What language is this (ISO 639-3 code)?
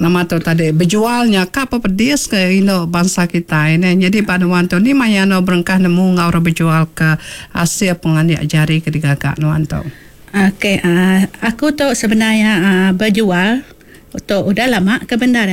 iba